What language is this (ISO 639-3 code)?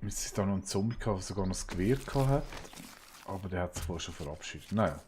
gsw